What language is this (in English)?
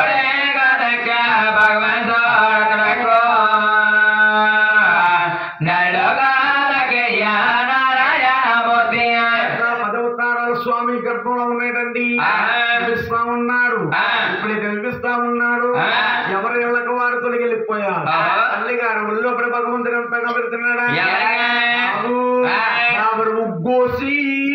Telugu